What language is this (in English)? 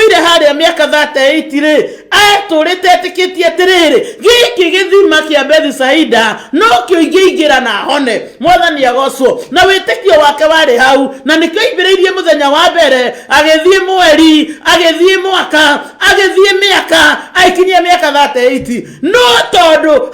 Kikuyu